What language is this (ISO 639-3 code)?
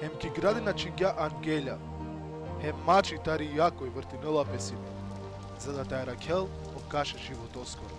rmn